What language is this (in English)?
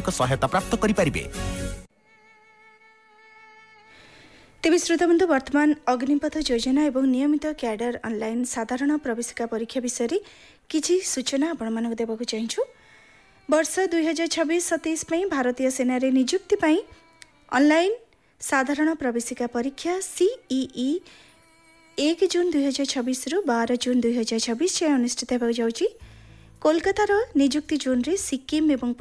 Odia